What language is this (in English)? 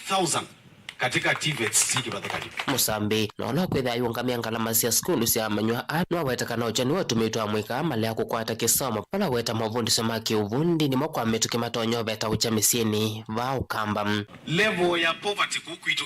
Kamba